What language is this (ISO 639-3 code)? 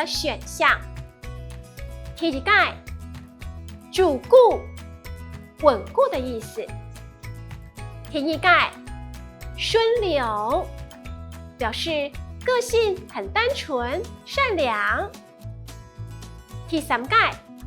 hak